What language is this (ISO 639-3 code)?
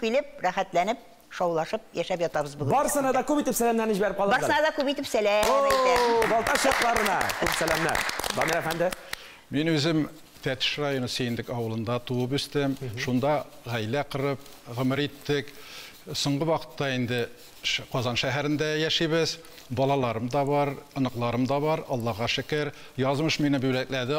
tat